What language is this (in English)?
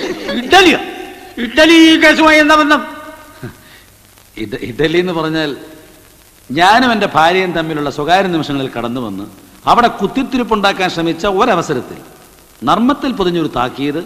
Malayalam